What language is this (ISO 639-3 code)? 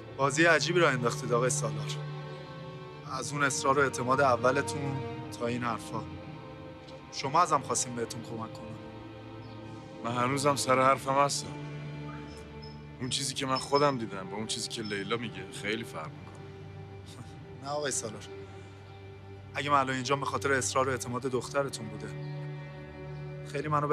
fas